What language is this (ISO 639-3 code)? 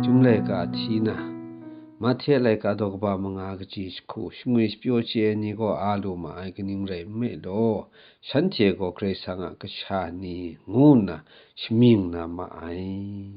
kac